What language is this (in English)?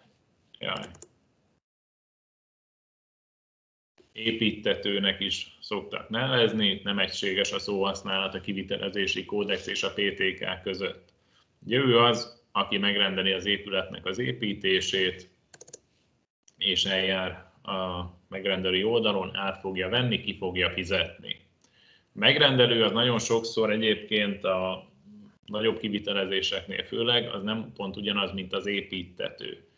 Hungarian